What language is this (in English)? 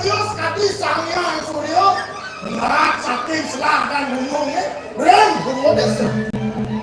Balinese